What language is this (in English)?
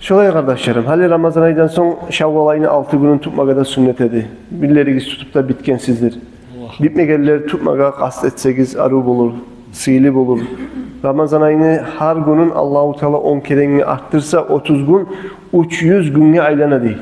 Kumyk